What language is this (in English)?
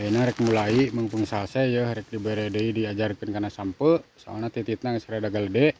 Sundanese